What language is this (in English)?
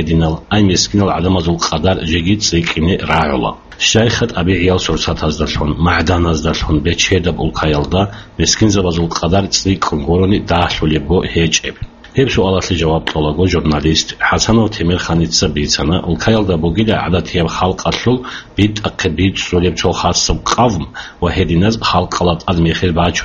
Avaric